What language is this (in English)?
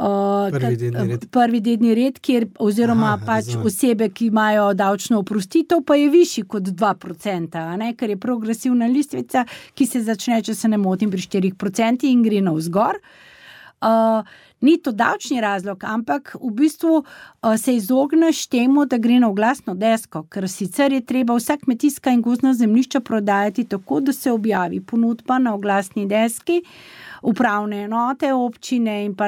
Slovenian